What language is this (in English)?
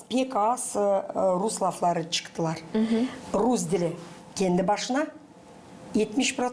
Gagauz